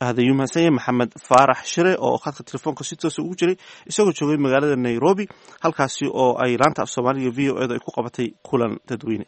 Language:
Somali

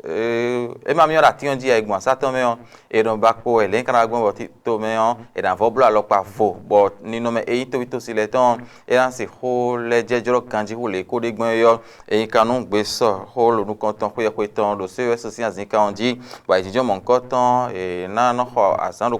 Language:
Fon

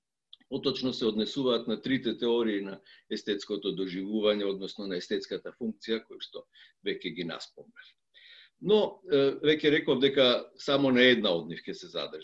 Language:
Macedonian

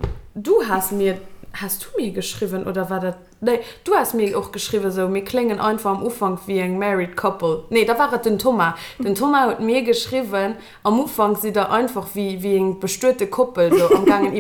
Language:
Luxembourgish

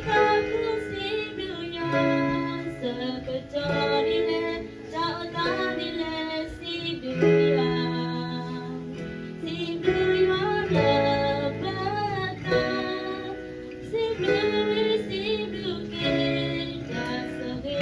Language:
S'gaw Karen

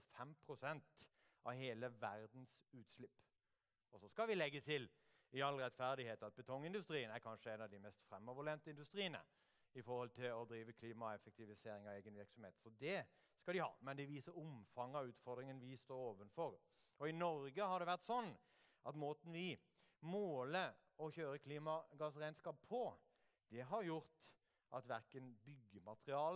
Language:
Norwegian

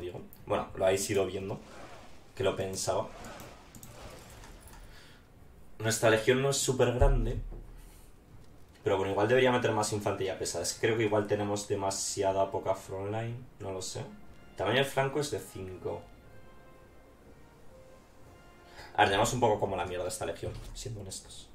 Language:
Spanish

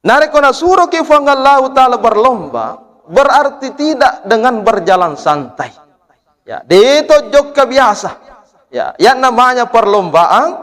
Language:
Buginese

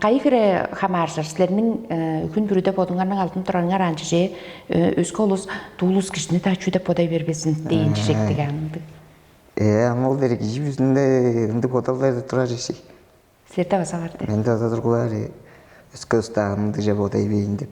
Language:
Tuvinian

